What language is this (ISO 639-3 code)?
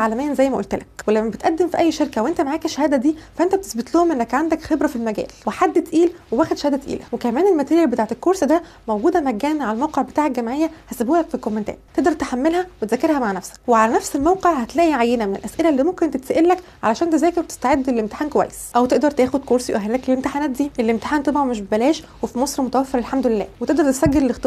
arz